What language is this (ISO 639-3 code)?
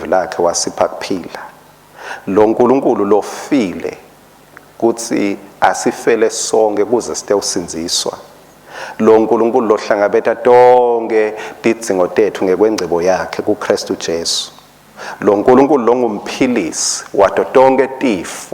ssw